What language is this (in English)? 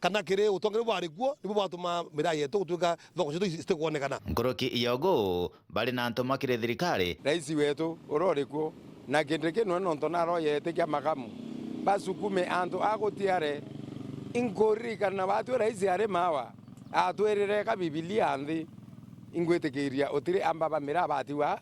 Meru